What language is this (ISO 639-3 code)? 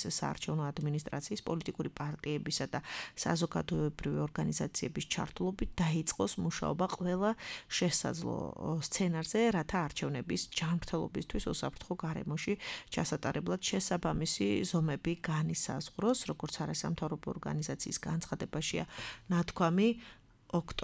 kat